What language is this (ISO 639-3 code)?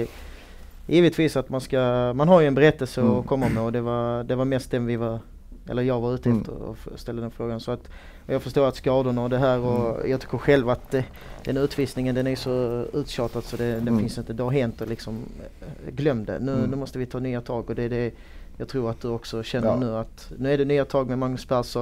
swe